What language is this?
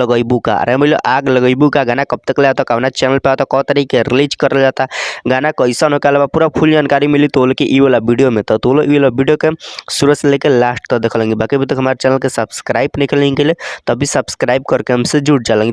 Bhojpuri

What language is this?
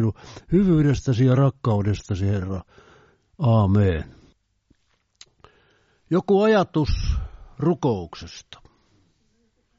Finnish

